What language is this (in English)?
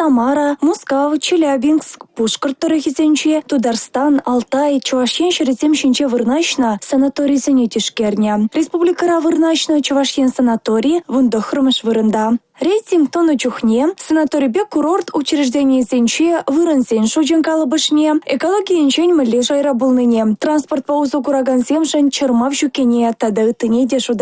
Chuvash